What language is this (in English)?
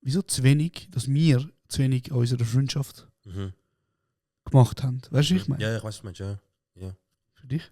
Swiss German